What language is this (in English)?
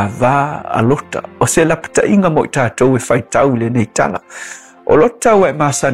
Samoan